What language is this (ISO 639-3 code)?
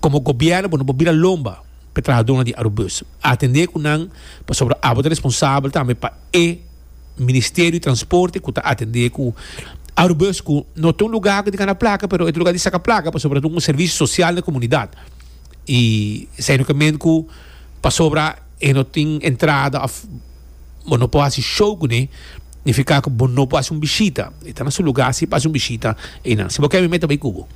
pap